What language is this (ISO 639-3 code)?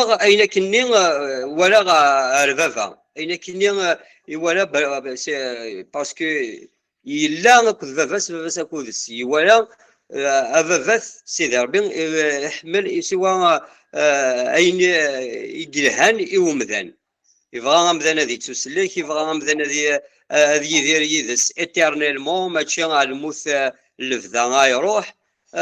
kab